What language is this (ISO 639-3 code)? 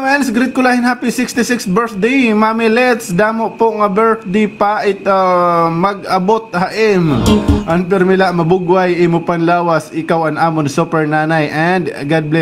war